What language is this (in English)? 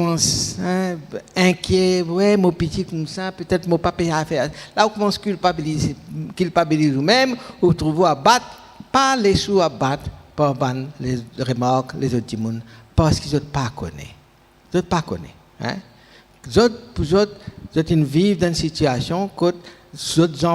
Morisyen